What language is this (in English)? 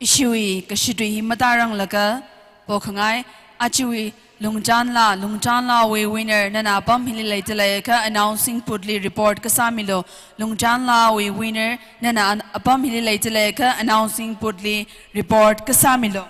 Tangkhul Naga (India)